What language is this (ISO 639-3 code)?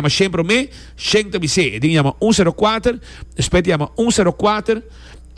pap